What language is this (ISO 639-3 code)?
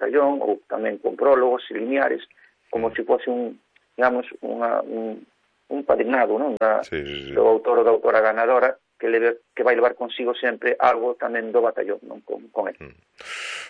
glg